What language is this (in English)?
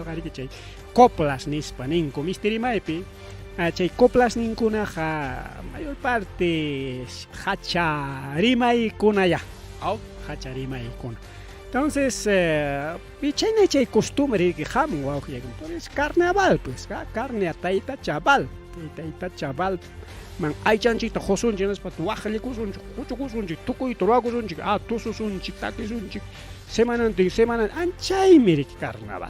Ayacucho Quechua